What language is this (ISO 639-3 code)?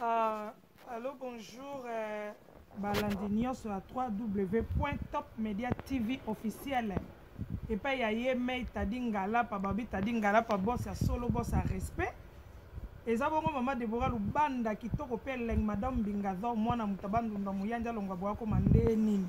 lin